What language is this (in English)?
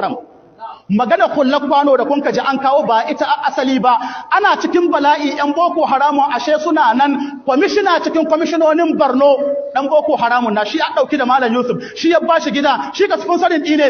Hausa